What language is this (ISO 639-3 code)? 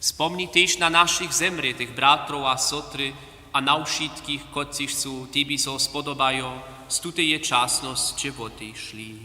hsb